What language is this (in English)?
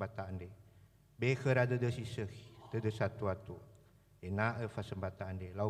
Nias